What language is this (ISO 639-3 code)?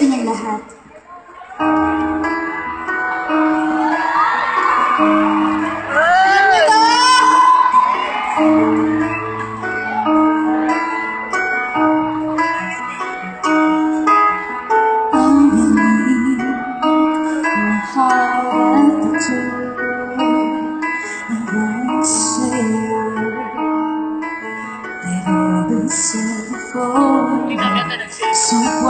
fil